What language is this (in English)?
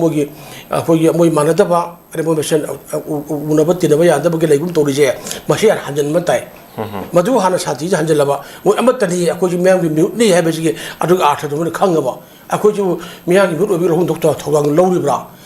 Manipuri